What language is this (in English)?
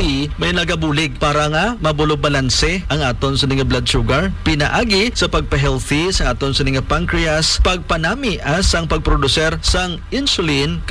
Hiligaynon